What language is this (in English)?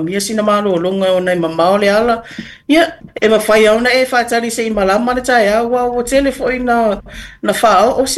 Samoan